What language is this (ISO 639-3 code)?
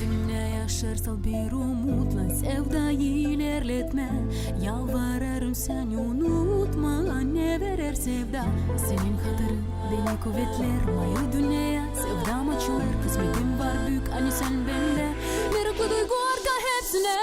gag